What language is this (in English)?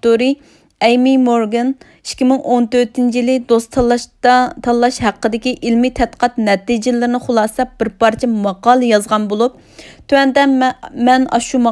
Uyghur